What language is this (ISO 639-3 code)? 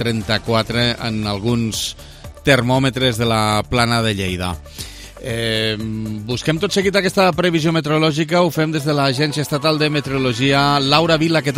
cat